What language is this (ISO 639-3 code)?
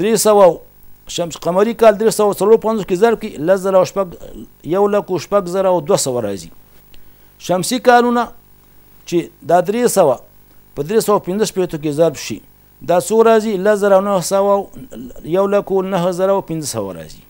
pus